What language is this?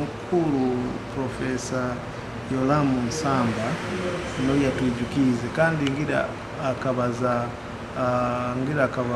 Nyoro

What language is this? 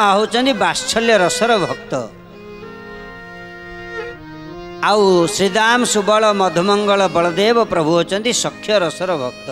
Odia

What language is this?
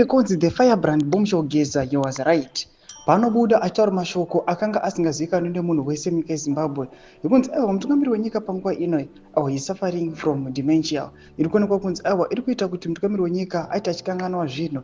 Shona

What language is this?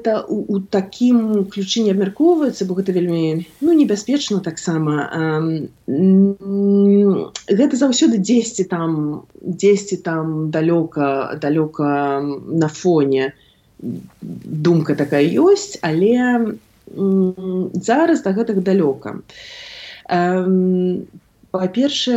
Belarusian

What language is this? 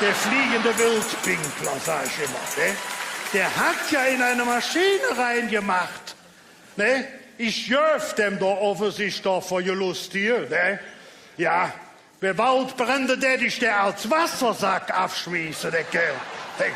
Colognian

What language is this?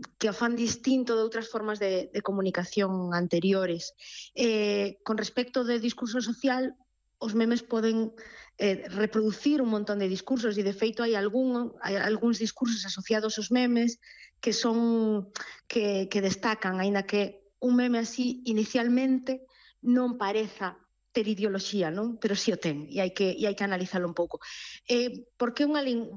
Galician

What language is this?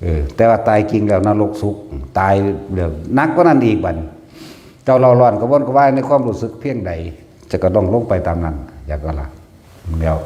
Lao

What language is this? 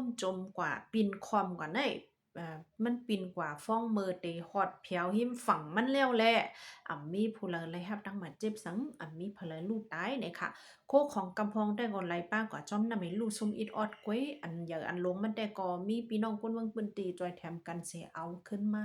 Shan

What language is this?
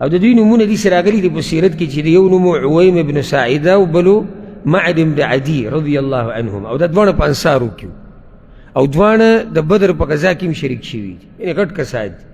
Pashto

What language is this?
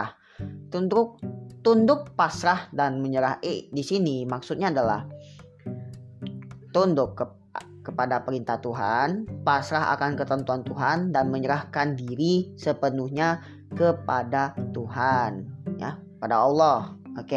Indonesian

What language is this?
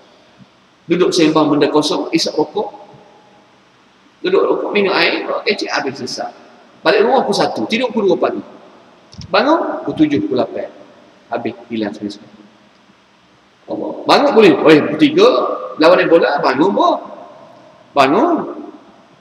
Malay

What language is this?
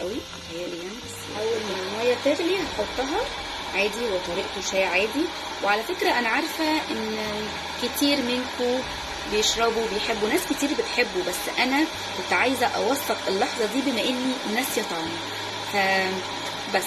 Egyptian Arabic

